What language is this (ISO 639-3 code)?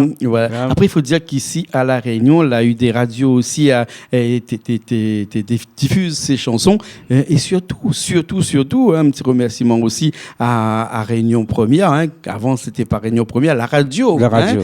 rcf